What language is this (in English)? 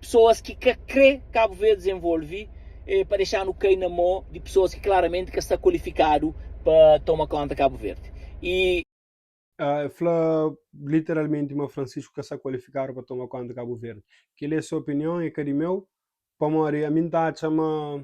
Kabuverdianu